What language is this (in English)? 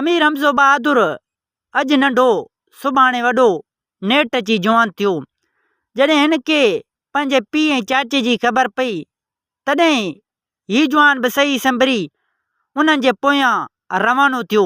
Sindhi